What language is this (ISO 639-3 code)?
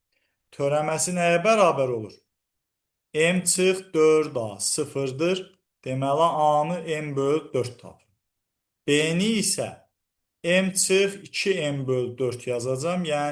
aze